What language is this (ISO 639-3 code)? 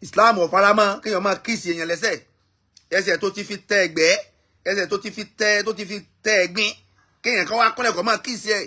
yor